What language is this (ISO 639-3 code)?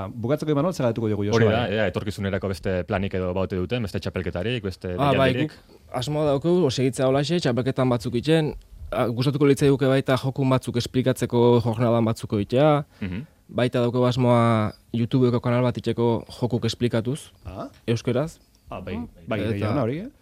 eus